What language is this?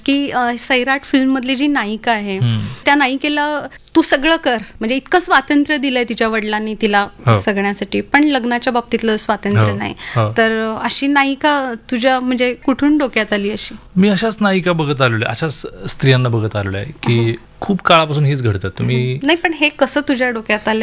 Marathi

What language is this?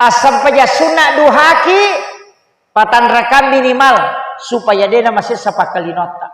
Buginese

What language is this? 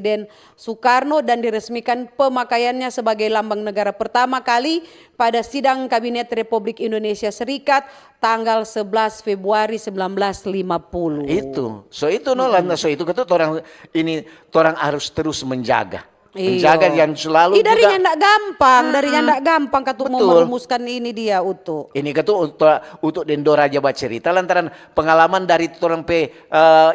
Manado Malay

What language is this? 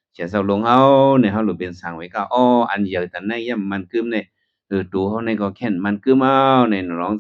Shan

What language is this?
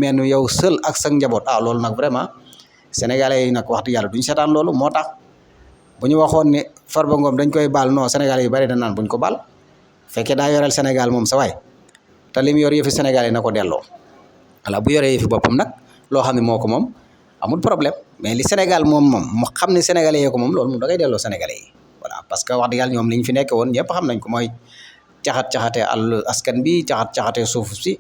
Wolof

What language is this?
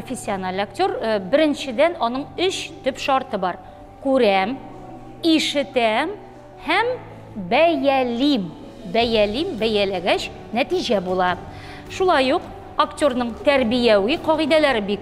Tatar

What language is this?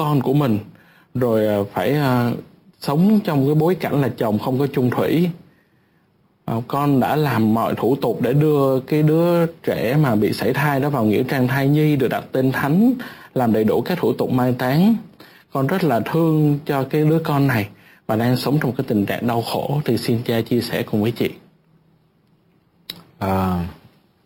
Vietnamese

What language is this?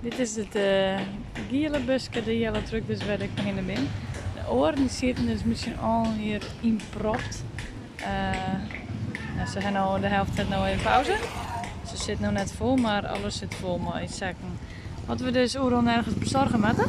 Western Frisian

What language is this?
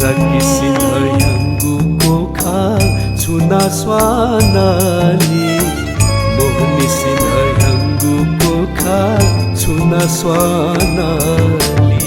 Newari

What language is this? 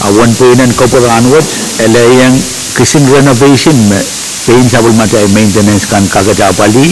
Pohnpeian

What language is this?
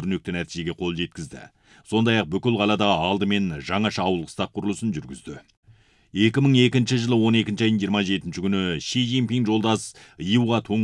Kazakh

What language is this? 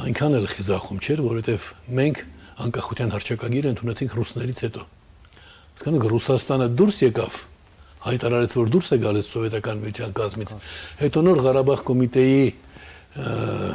Armenian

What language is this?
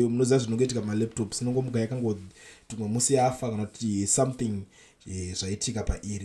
Shona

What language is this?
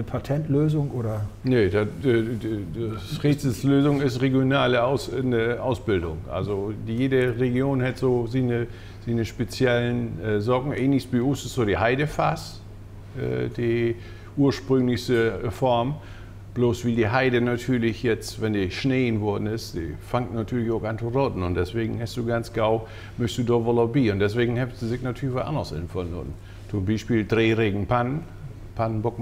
Low German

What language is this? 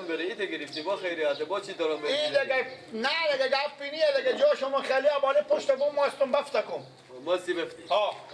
Persian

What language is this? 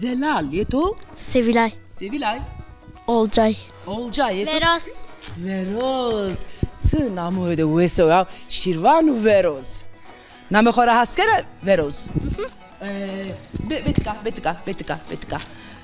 Zaza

